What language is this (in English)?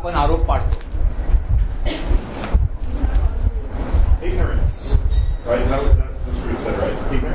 Marathi